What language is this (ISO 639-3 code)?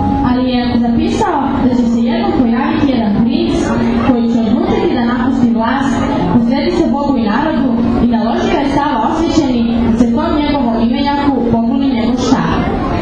srp